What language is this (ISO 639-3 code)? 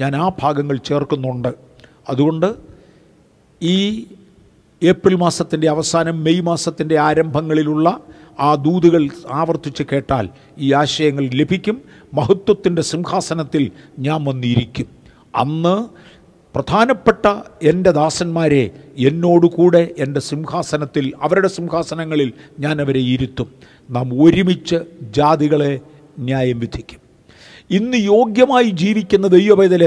mal